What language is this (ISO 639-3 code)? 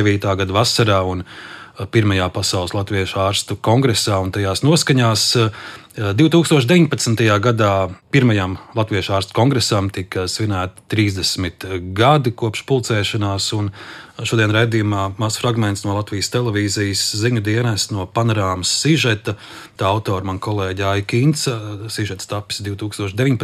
lav